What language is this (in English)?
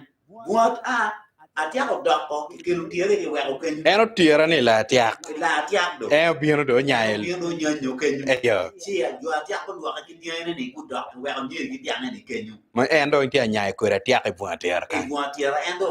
Acoli